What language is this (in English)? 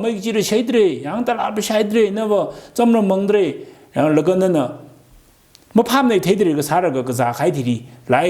Tangkhul Naga (India)